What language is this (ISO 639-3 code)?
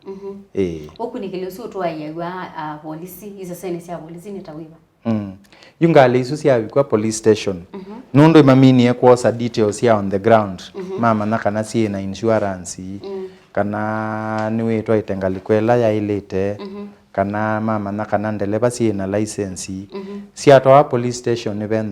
kam